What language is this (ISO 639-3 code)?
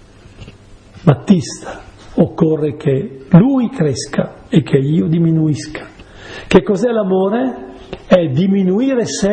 ita